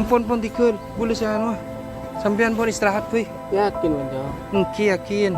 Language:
Madurese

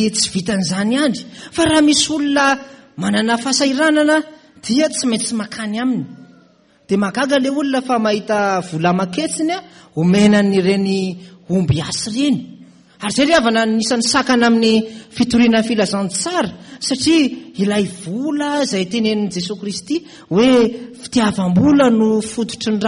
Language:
Malagasy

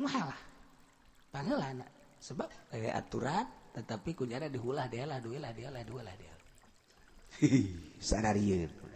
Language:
Sundanese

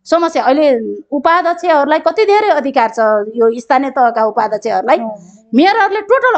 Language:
Nepali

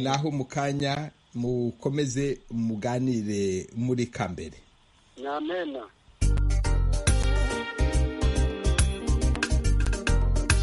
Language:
Kinyarwanda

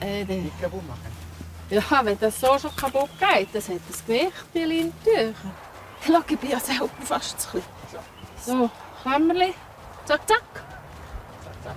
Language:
Swiss German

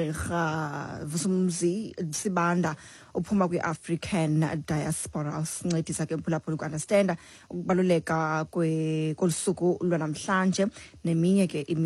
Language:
Xhosa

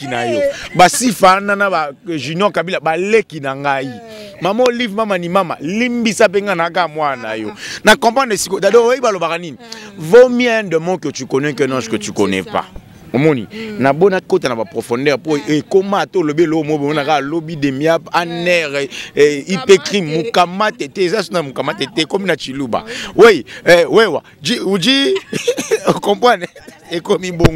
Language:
Lingala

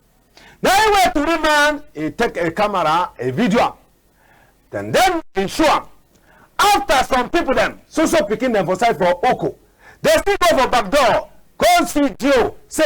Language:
Cameroon Pidgin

